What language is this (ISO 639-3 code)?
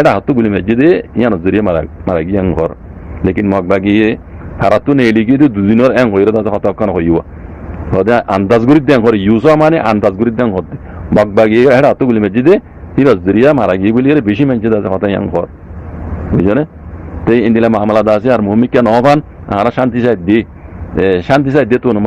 rhg